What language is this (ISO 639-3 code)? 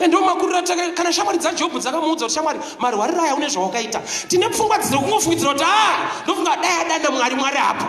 sna